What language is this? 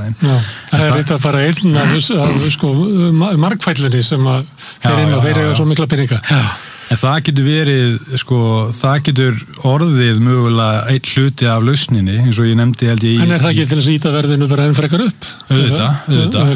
Icelandic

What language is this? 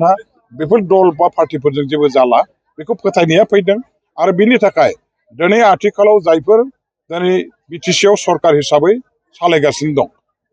Bodo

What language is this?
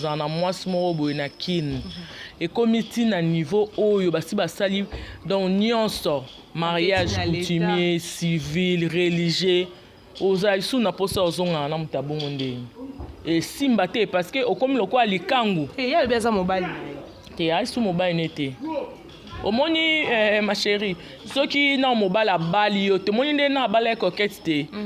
Lingala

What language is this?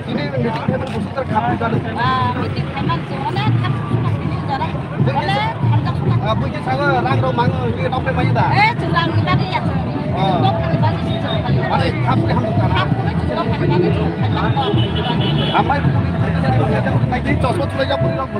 Kok Borok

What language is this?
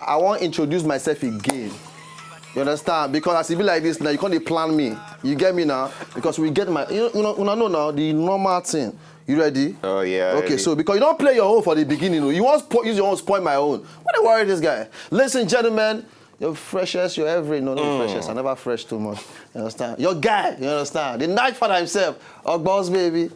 Nigerian Pidgin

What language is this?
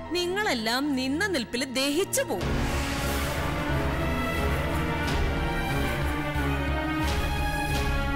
Malayalam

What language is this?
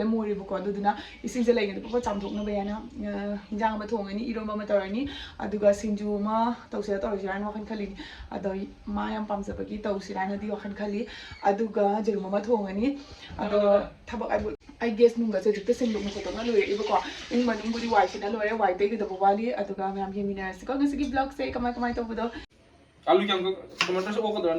Manipuri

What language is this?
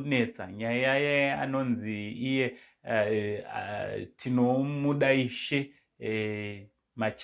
Shona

